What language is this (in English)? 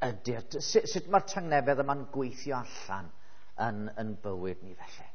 Welsh